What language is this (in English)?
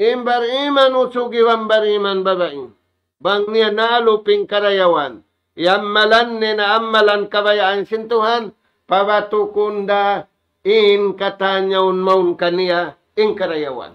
Tausug